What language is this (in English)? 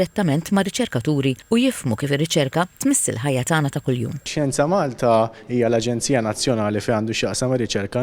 Maltese